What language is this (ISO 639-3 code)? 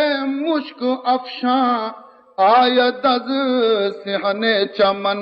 bal